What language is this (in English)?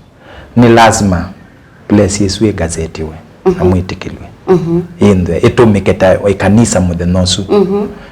Kamba